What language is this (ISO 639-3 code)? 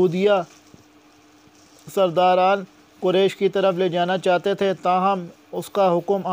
urd